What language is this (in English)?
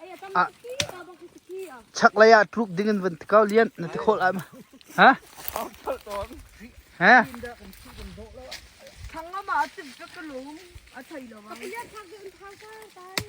Hakha Chin